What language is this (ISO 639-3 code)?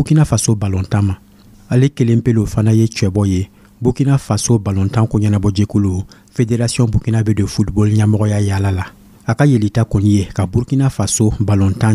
dyu